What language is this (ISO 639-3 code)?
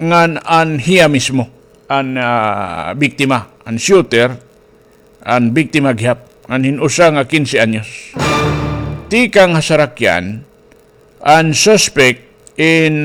war